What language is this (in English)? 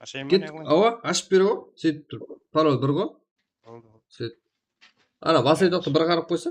Kara-Kalpak